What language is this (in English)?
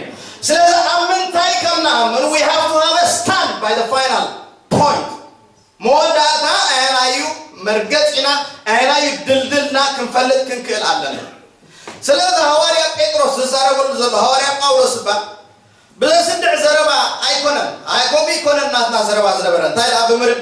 Tigrinya